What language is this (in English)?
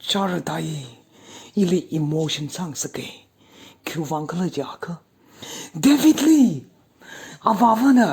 Tangkhul Naga (India)